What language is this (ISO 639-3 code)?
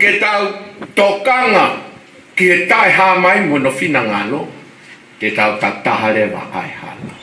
ton